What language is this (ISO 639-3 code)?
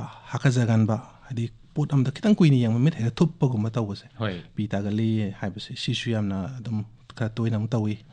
mni